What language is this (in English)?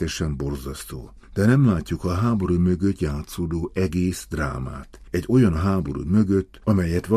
Hungarian